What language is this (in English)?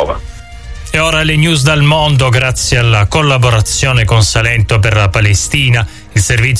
Italian